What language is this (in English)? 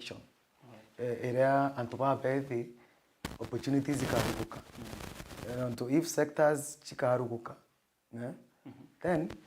Meru